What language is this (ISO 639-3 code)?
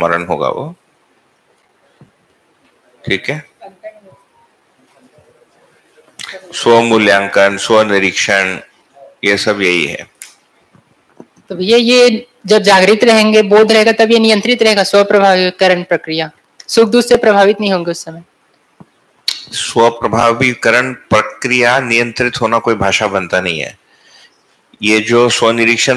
hin